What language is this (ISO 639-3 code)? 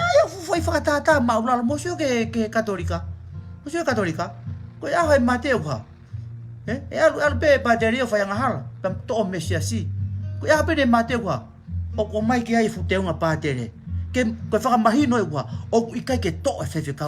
ton